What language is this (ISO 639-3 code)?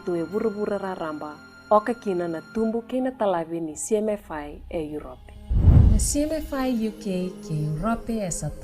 fij